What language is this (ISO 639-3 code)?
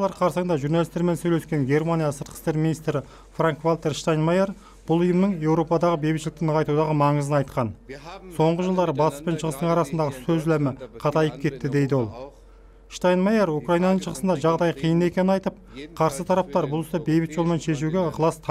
kir